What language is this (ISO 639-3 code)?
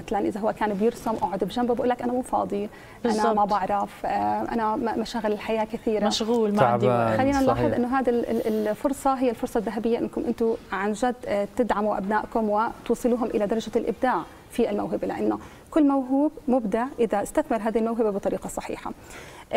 ajp